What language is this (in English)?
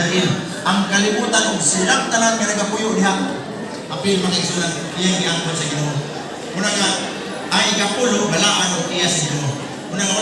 Cebuano